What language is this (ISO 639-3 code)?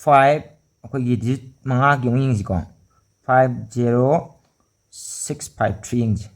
mni